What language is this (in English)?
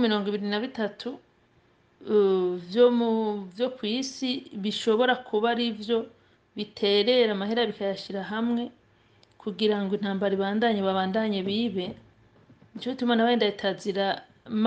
Rundi